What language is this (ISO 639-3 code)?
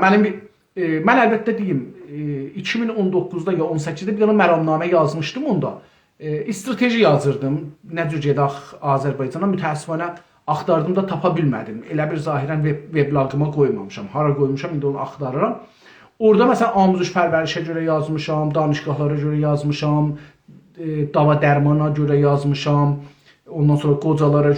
azb